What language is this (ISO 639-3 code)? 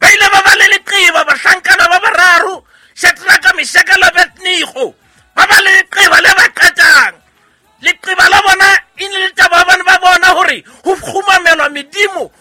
sot